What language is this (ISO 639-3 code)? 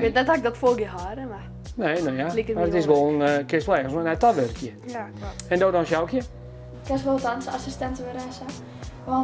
fry